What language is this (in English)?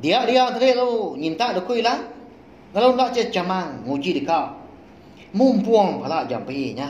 Iban